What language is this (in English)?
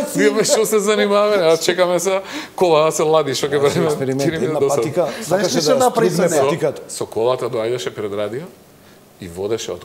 Macedonian